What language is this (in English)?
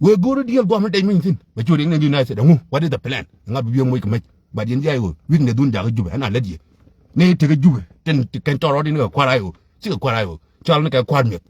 Nuer